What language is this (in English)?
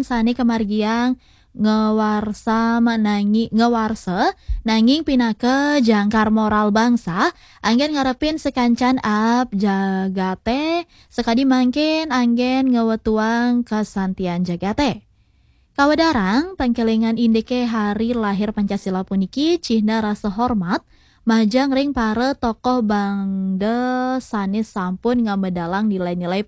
Balinese